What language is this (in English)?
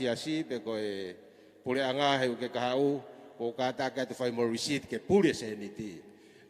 Tongan